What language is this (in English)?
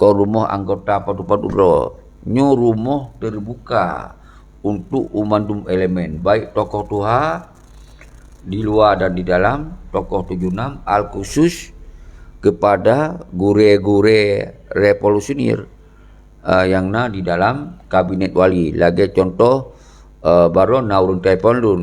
Achinese